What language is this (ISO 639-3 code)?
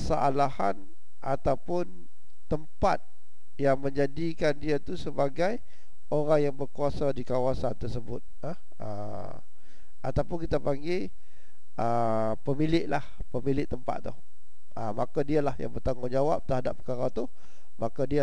msa